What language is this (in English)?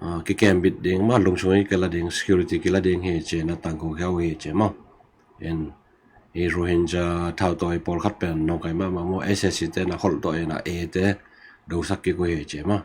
Tedim Chin